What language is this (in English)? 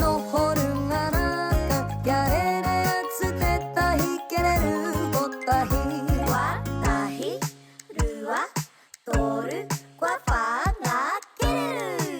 Māori